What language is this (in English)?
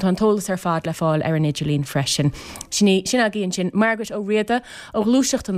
Irish